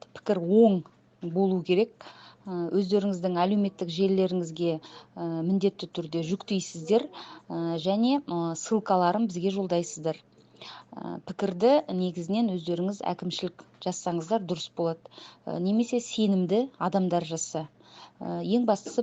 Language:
Kazakh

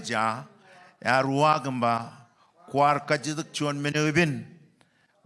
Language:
Marshallese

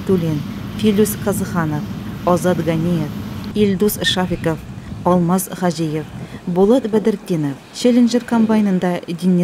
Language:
Tatar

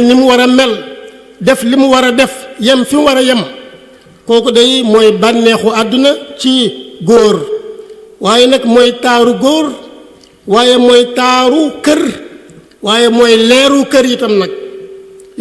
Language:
Wolof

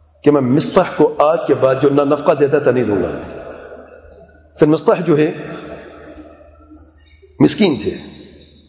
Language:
Urdu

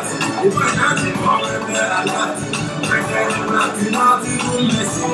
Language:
English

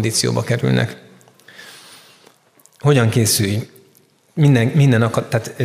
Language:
Hungarian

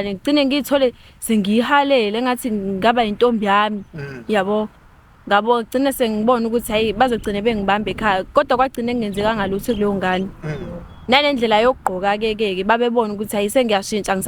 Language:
Zulu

